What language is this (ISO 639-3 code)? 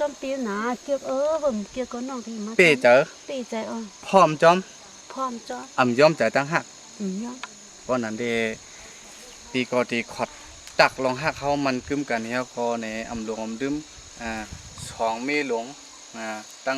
shn